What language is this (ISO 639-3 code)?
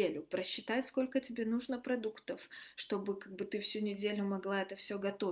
rus